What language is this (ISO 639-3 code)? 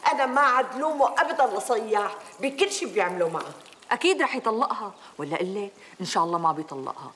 apc